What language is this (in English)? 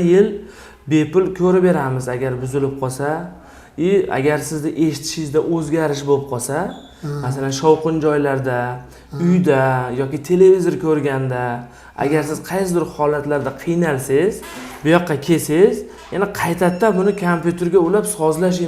Uzbek